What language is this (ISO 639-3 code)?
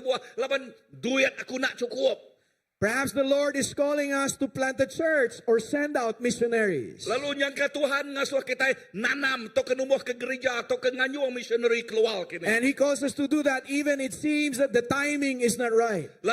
iba